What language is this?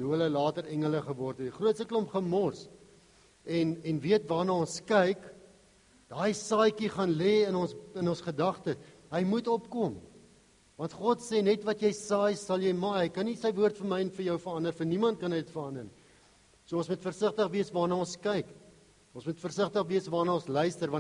Afrikaans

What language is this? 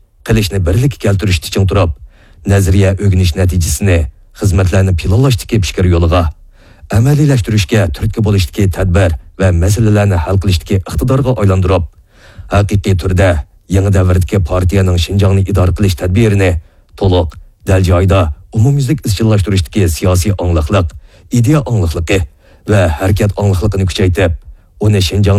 Uyghur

